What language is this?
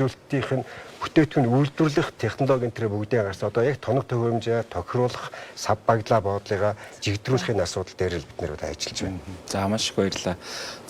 Mongolian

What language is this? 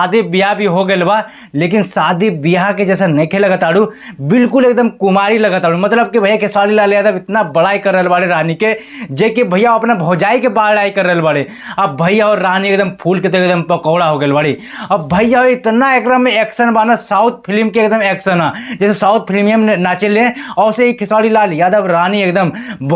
Bhojpuri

